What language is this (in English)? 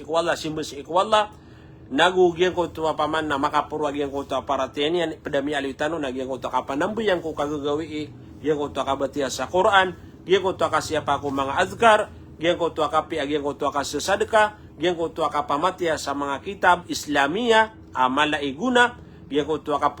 Maranao